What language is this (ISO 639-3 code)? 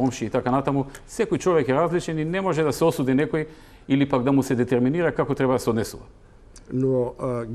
mkd